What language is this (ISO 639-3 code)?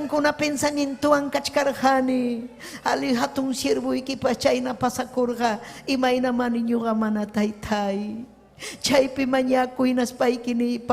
quy